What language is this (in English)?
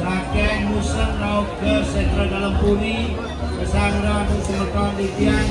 Balinese